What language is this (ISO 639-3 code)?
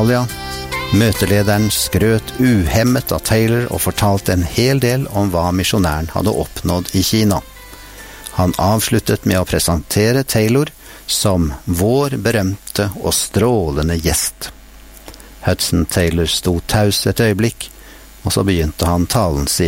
nor